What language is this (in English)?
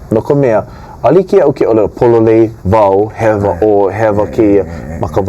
Hawaiian